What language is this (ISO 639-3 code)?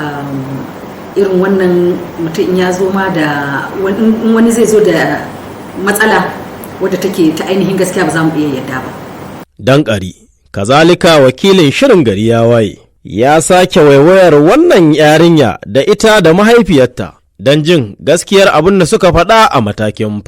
hau